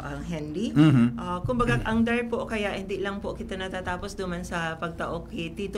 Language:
Bikol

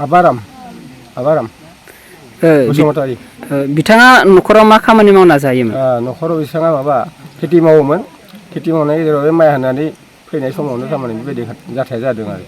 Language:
Bodo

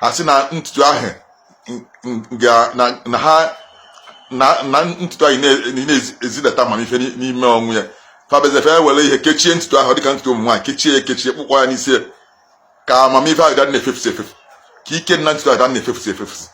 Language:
Igbo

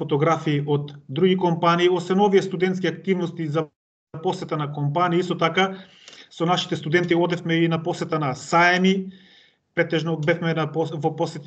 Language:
Macedonian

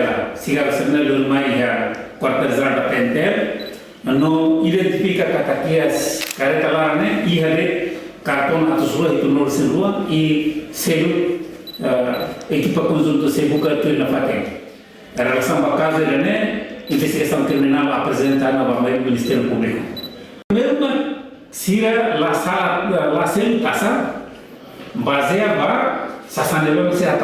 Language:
Tetum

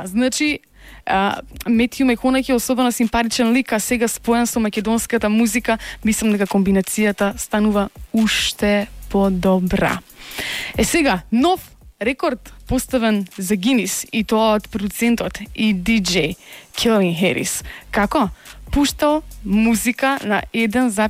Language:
Macedonian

